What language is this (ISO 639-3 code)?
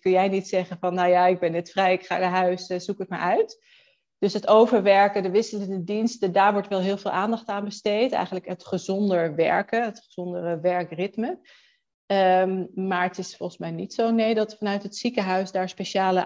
nld